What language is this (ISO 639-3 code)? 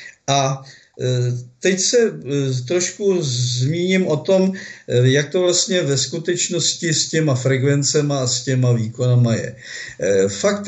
ces